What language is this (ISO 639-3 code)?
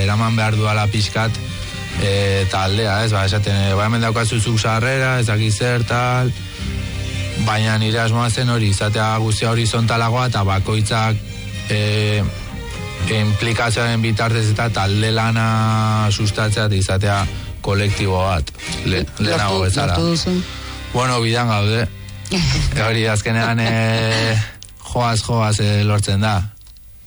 eus